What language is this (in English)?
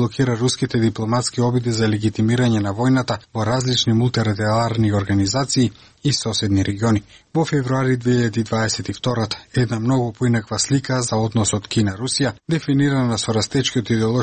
Macedonian